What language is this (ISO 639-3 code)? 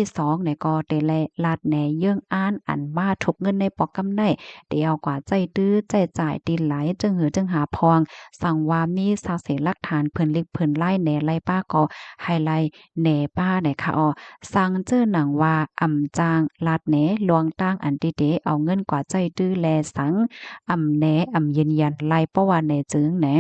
shn